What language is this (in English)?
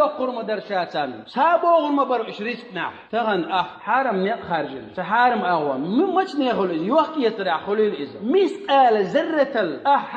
Chechen